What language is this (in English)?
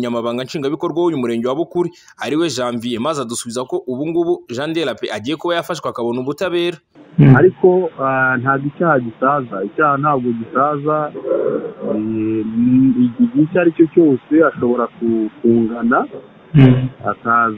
Kinyarwanda